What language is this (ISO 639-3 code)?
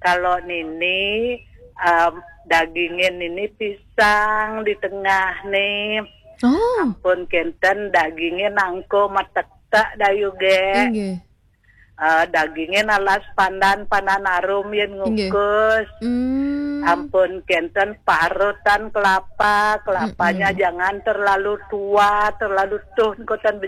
ban